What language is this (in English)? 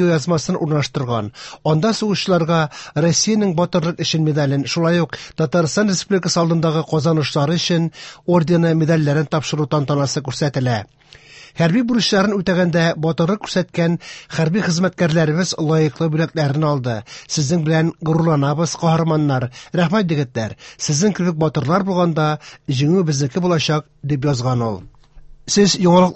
Tatar